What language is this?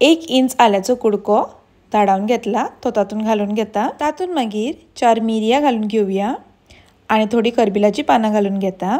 Konkani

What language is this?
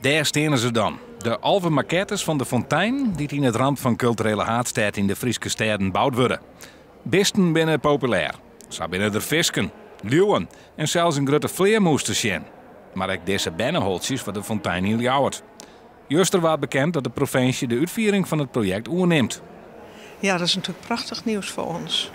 Western Frisian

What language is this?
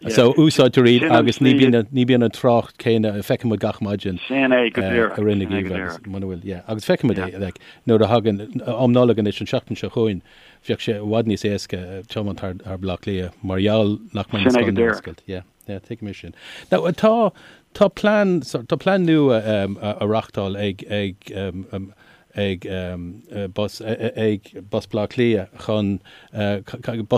Irish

